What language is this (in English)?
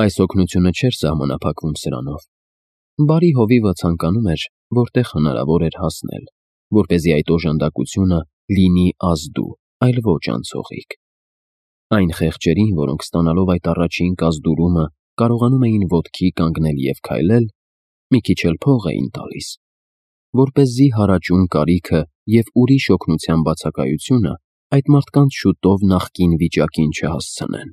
Armenian